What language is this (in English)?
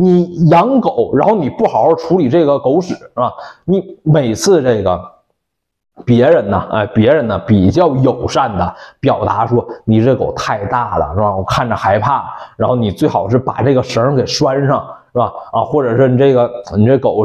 Chinese